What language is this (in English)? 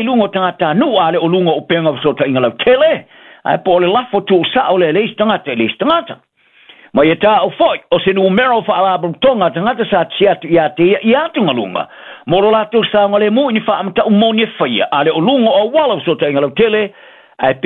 Samoan